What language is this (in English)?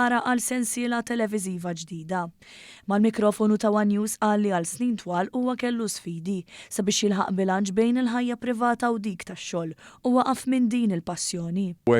Maltese